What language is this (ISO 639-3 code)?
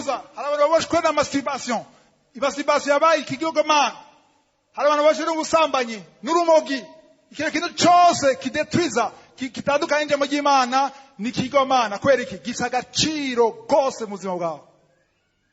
run